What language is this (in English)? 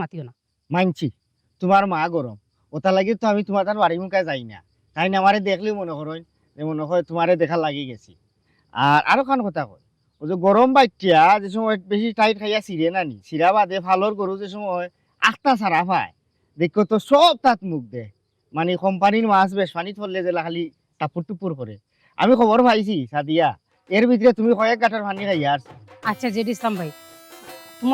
Sylheti